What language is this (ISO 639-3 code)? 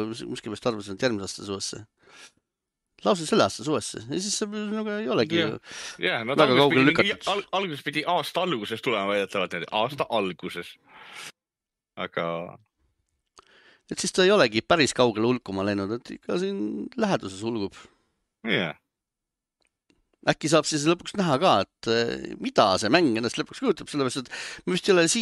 est